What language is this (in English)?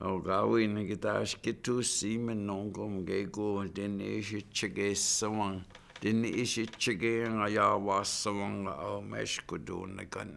Chippewa